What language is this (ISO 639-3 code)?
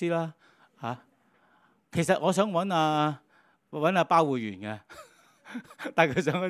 yue